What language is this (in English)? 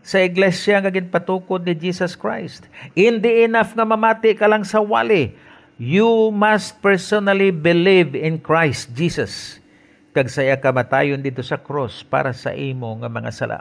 Hiligaynon